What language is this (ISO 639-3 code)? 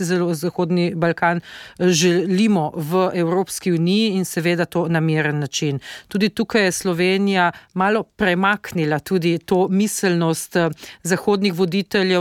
slv